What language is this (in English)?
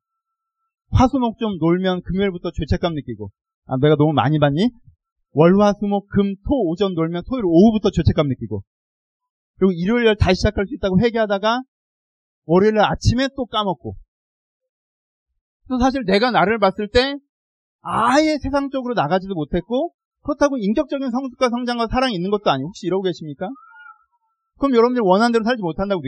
Korean